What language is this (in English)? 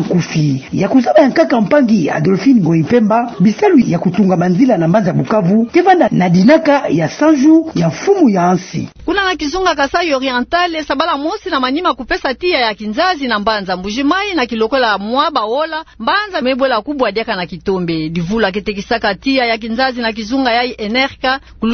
Kituba (Democratic Republic of Congo)